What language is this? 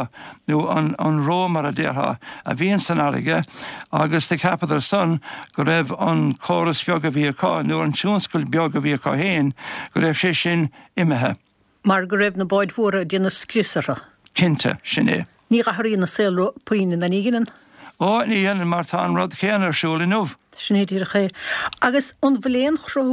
Irish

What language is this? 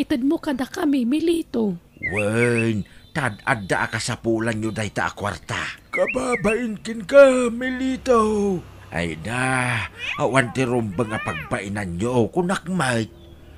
Iloko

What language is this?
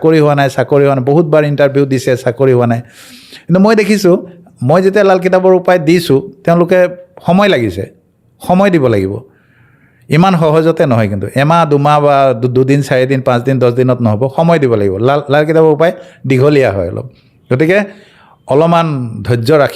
Assamese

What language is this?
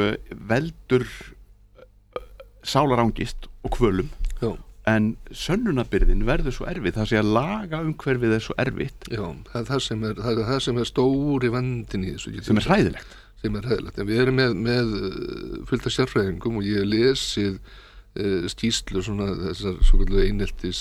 Icelandic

